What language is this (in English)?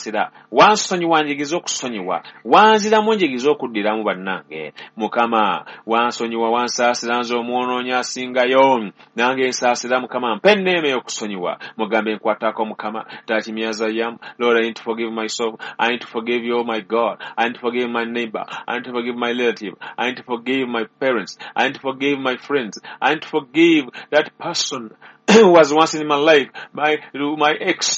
Ganda